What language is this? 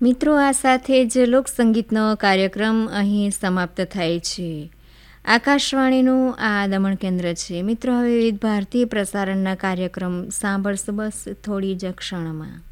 Gujarati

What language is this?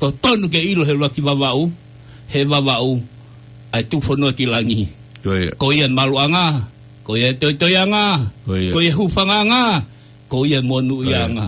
Tongan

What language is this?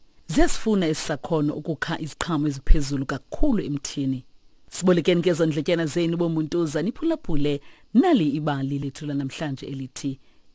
Xhosa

